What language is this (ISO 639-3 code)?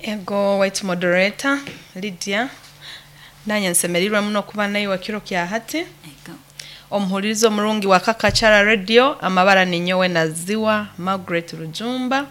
nyo